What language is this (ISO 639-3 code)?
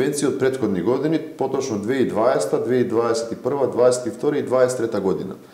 mkd